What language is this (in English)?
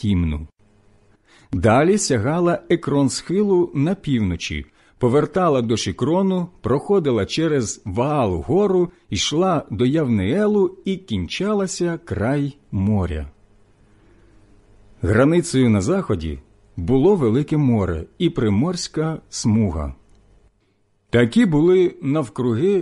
Ukrainian